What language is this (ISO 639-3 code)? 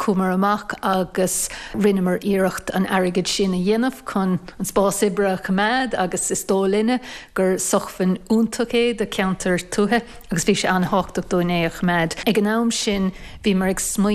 gle